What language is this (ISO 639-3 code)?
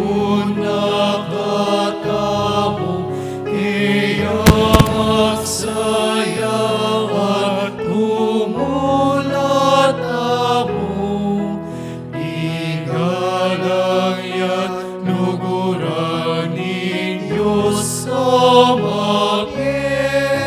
pam